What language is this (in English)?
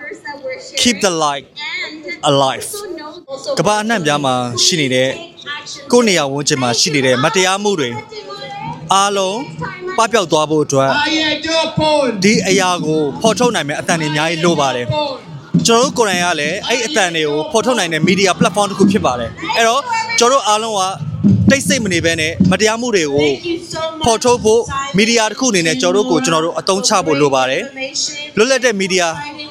Burmese